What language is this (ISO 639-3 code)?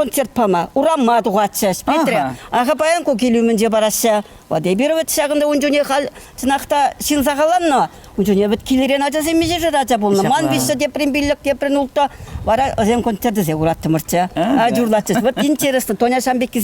chv